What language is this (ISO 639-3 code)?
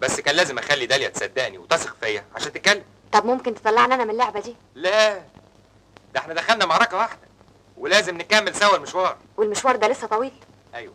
arz